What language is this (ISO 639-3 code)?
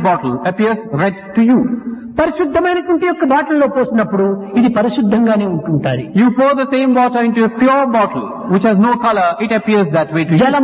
tel